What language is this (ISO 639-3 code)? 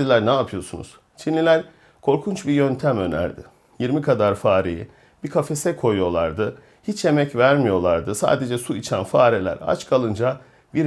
tur